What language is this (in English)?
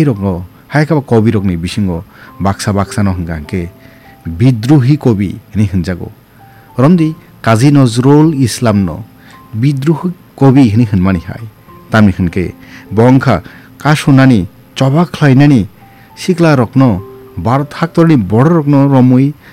Kok Borok